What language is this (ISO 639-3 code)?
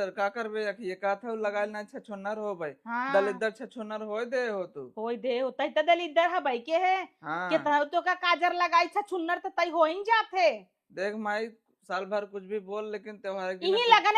awa